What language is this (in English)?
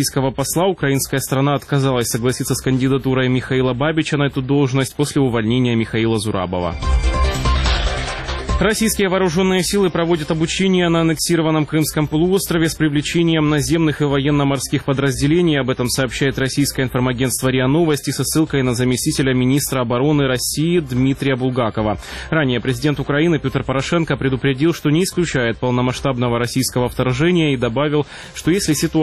Russian